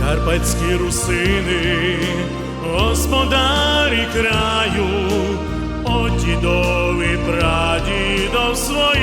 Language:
Rusyn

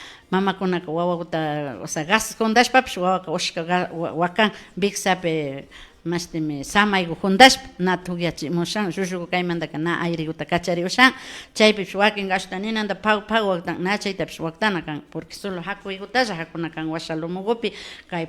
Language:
Imbabura Highland Quichua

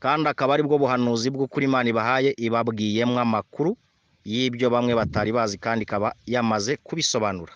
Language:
Kinyarwanda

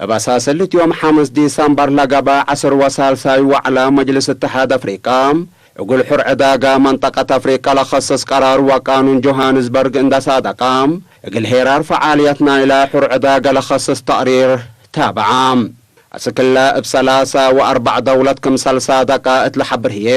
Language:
Tigre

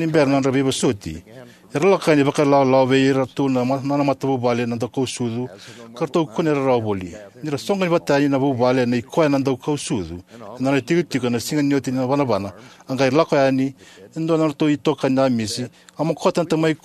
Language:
Fijian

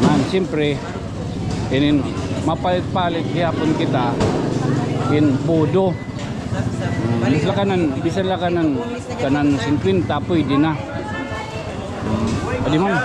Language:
Waray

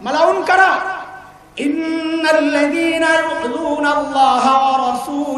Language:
Bangla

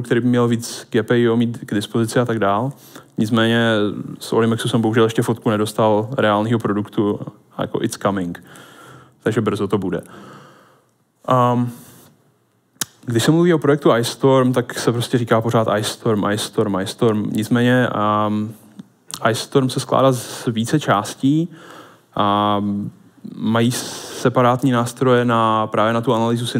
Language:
Czech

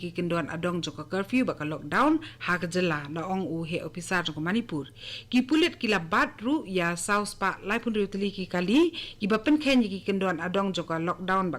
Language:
Khasi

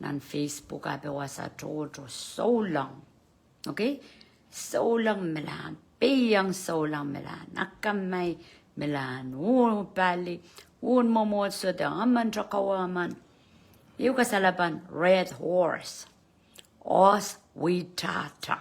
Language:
Pohnpeian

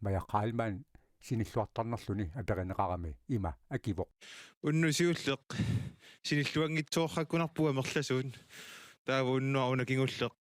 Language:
Kalaallisut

